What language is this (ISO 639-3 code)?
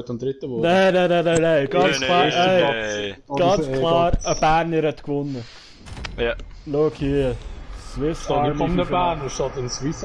gsw